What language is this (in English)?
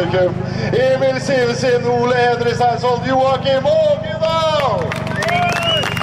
Norwegian